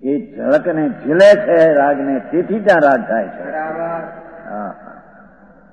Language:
Gujarati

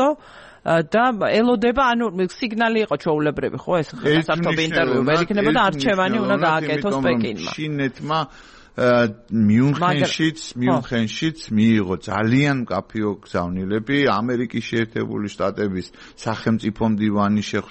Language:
Georgian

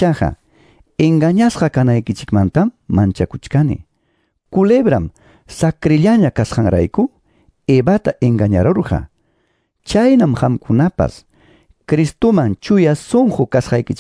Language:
Quechua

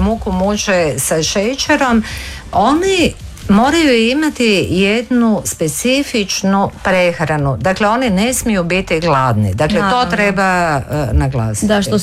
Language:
Croatian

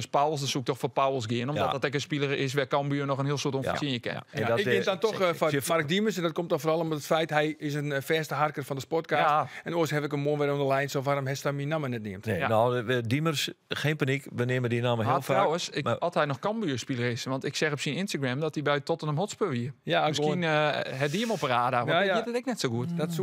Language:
Western Frisian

